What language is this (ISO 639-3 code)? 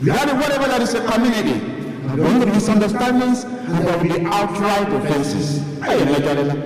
ibo